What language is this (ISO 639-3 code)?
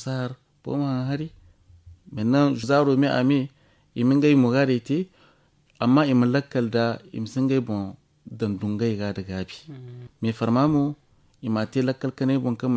dje